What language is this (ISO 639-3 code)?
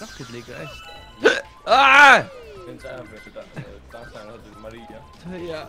fao